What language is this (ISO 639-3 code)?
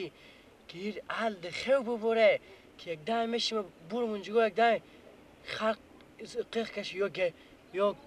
fas